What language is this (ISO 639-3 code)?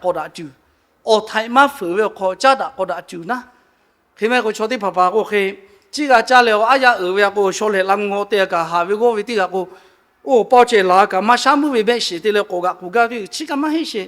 lhu